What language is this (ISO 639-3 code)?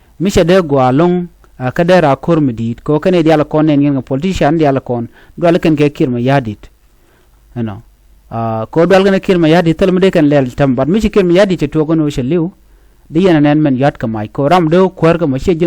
nus